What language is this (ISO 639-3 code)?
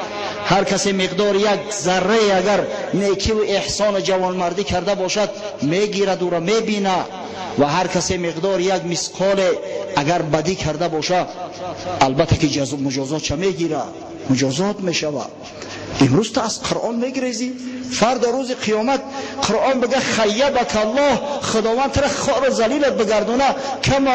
tgk